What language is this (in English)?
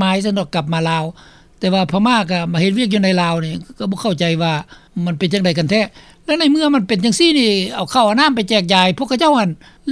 Lao